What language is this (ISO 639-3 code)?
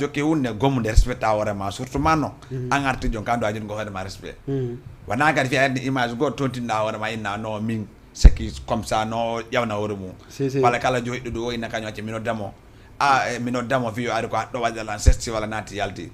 ful